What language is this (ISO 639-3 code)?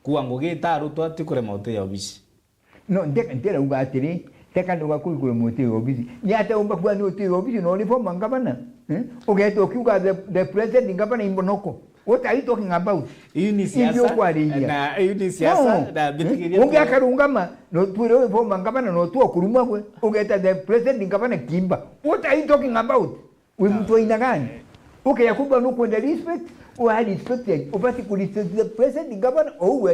mer